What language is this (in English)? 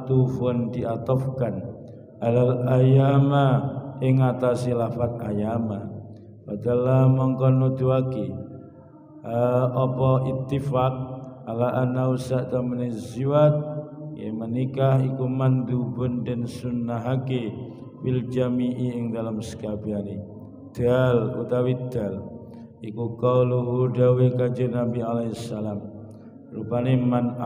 Javanese